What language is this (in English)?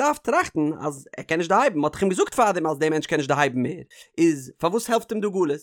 Yiddish